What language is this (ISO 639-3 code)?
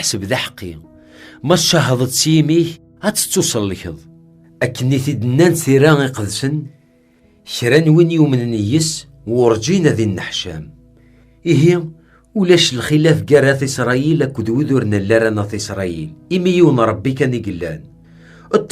kab